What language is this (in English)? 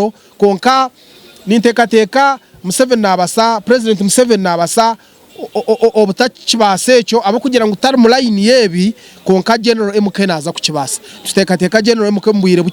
Nyankole